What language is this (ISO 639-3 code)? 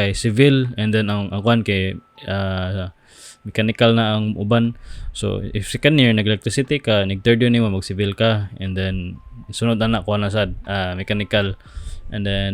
ceb